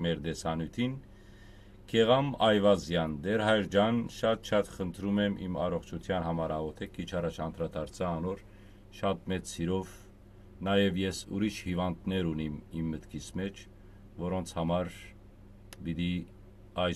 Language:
Western Armenian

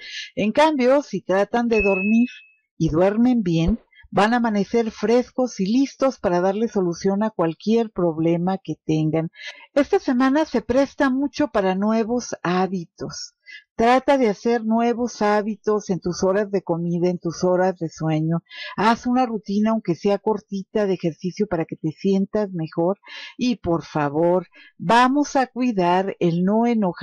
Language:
Spanish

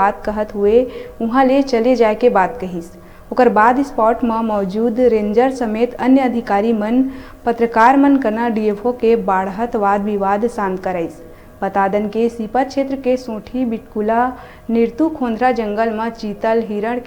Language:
Chhattisgarhi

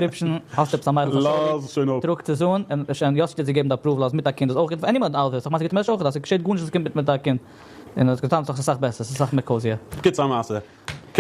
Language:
Yiddish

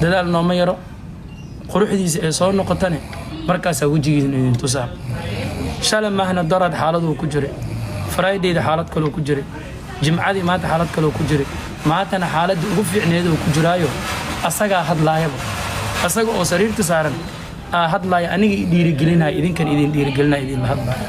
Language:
Somali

